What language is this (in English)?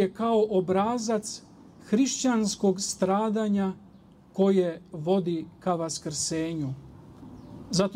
Serbian